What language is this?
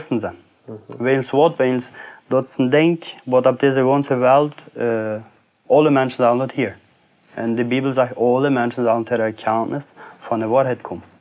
Plautdietsch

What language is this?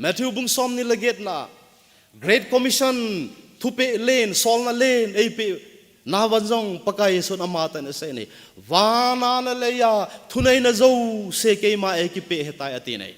Thado Chin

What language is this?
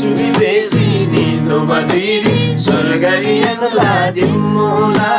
Eastern Tamang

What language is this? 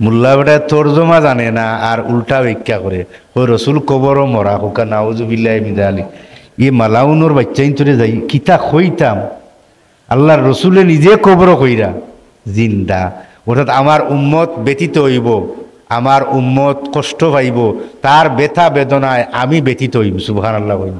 Sylheti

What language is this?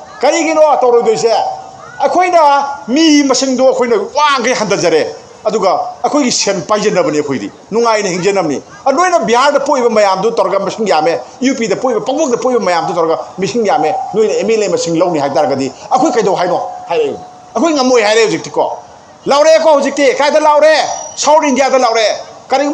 Manipuri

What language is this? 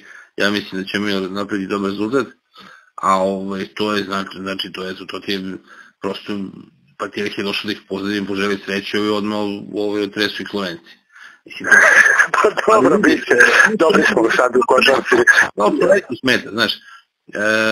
Serbian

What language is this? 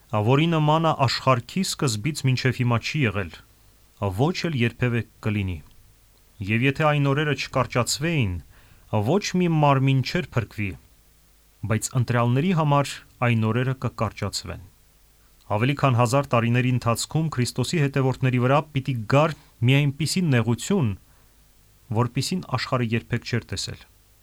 Armenian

